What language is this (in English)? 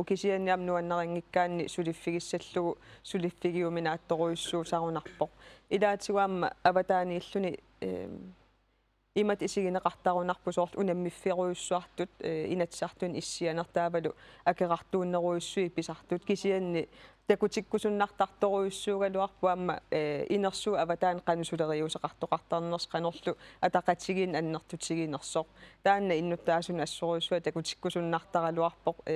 Kalaallisut